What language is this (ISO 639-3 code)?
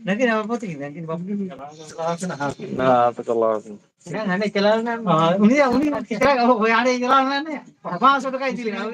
sat